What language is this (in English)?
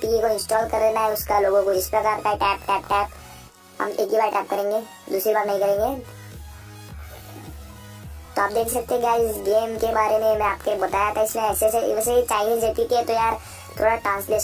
Hindi